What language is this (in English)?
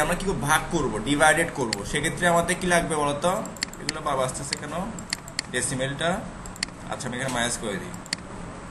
Bangla